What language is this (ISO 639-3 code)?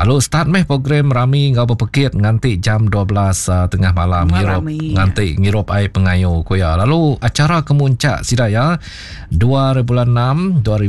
iba